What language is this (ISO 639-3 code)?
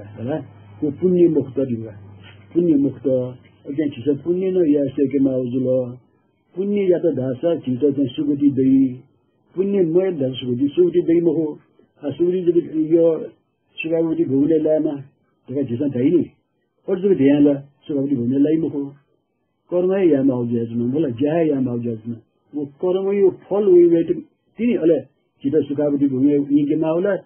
new